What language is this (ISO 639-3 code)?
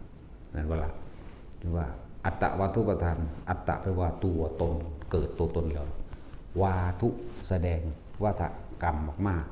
tts